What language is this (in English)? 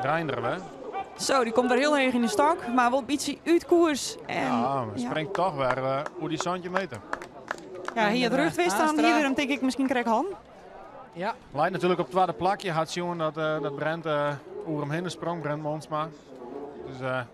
Western Frisian